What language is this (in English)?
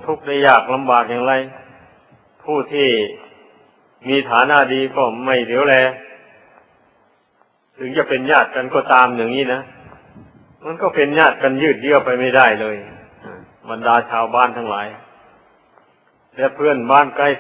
Thai